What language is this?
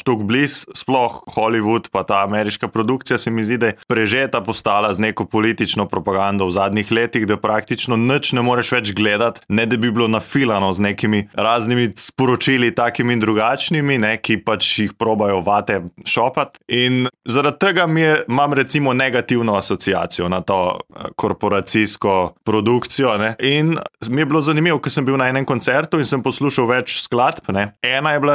Slovenian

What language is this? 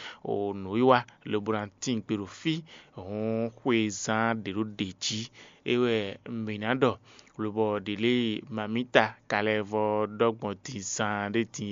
Fon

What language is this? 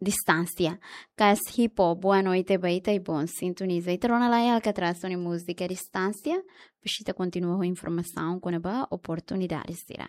Tetum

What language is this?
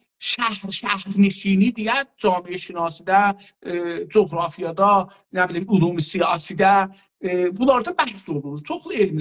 South Azerbaijani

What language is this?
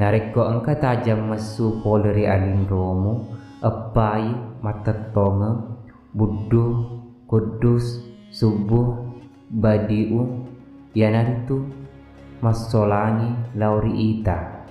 Buginese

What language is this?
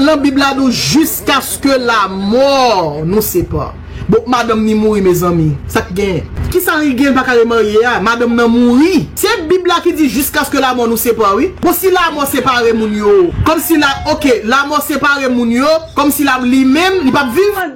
Haitian Creole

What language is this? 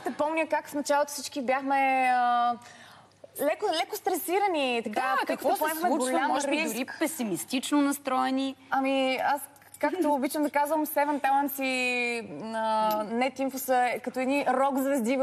Bulgarian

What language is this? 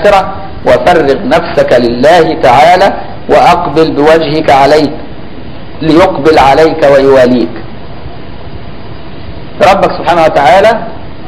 Arabic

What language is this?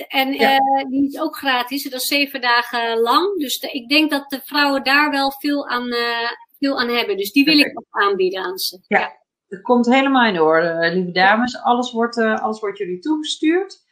Dutch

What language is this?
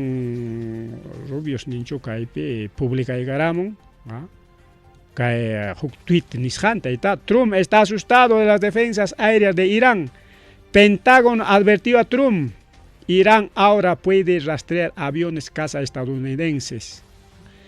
Ayacucho Quechua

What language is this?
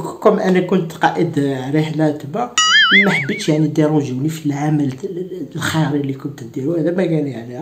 Algerian Arabic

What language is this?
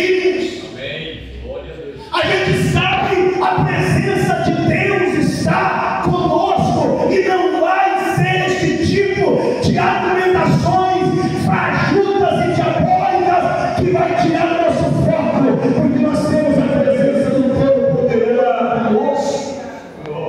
Portuguese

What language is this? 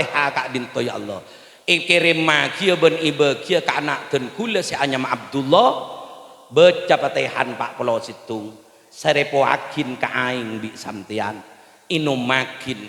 Madurese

